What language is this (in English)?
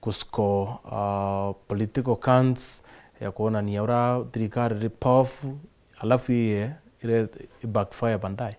Meru